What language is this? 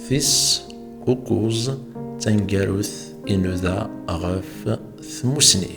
Kabyle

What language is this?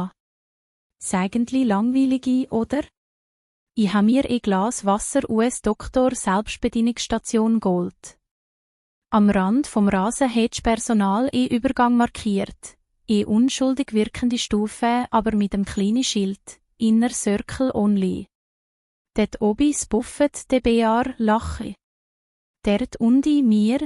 Swiss German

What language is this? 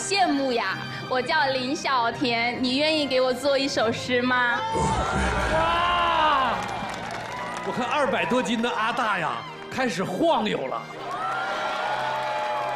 Chinese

